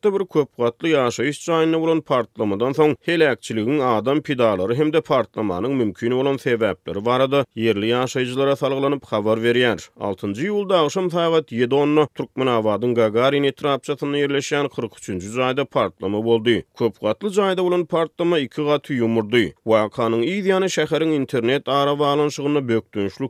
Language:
Turkmen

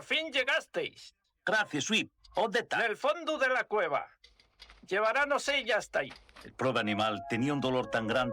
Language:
Asturian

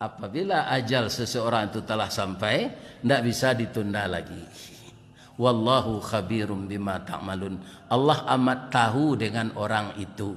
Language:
Minangkabau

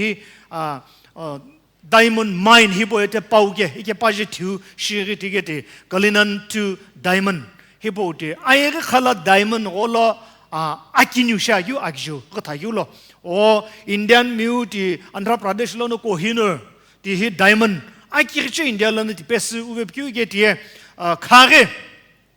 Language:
Sumi Naga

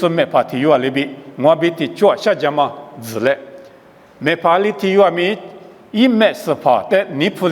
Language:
Lisu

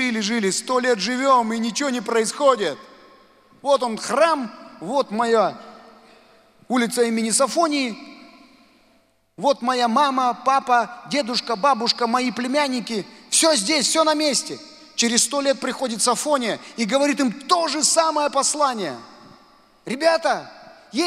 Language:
Russian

